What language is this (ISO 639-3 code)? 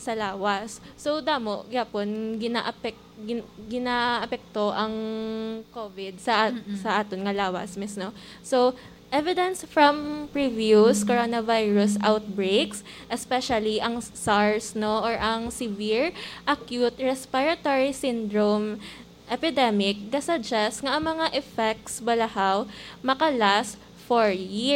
hil